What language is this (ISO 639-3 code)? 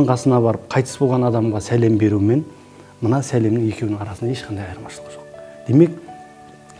kir